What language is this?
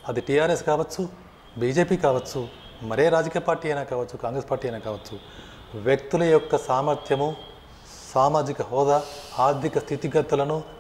Telugu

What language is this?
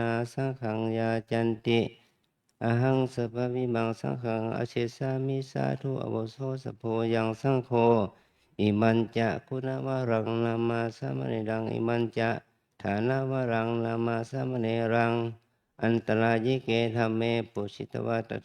Pali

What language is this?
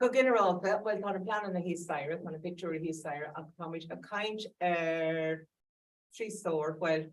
Irish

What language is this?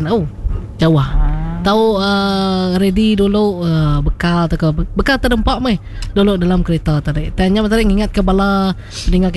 Iban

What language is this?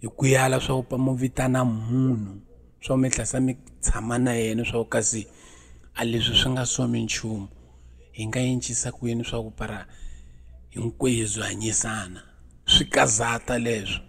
Tsonga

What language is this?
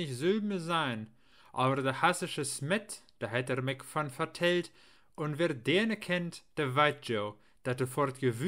Low German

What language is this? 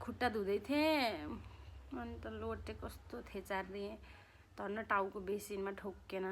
Nepali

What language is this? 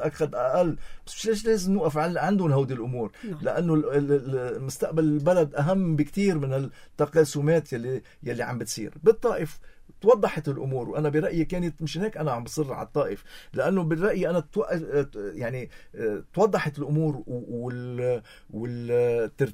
North Levantine Arabic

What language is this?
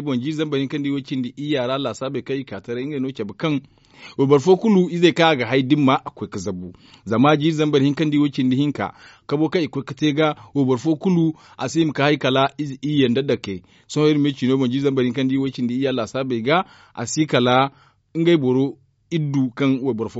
Zarma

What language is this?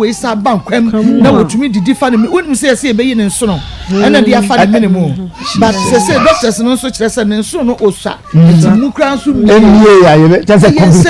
Akan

